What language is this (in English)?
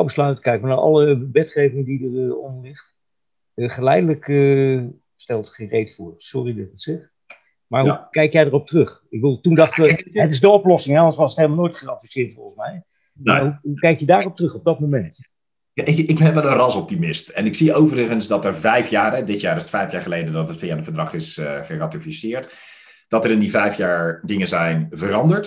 Dutch